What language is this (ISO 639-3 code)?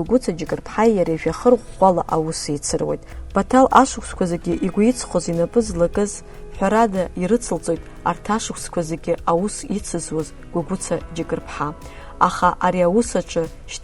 abk